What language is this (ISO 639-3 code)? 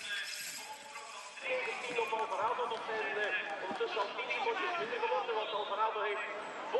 nld